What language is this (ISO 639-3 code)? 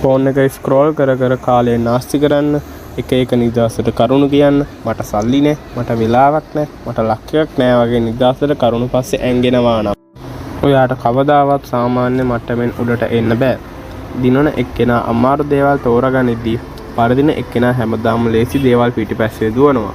sin